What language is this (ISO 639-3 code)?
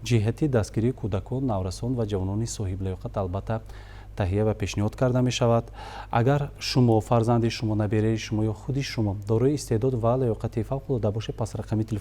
tgk